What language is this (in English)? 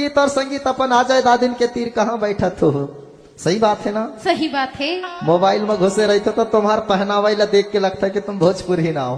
Chhattisgarhi